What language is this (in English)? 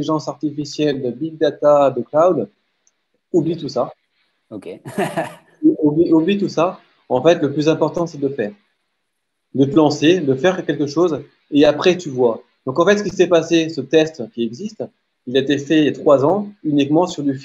French